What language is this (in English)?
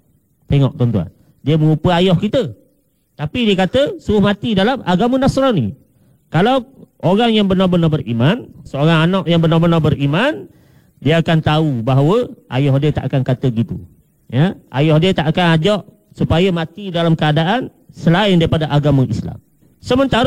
Malay